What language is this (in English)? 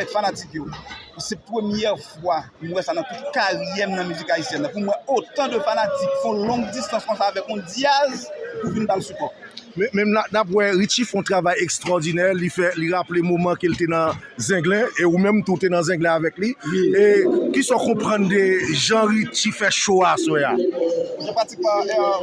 Haitian Creole